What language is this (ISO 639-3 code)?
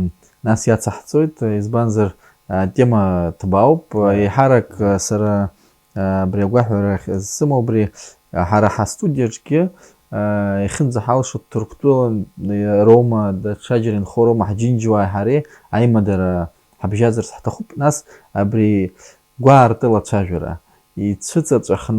abk